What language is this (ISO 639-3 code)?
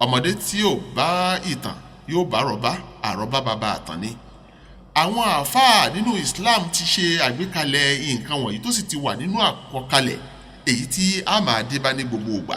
yor